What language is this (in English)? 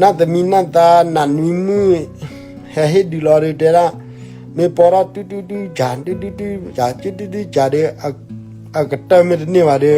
S'gaw Karen